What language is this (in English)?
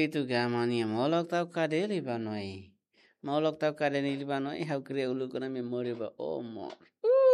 Tetum